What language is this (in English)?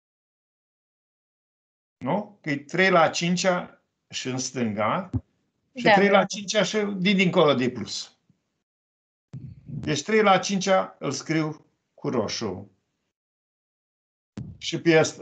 Romanian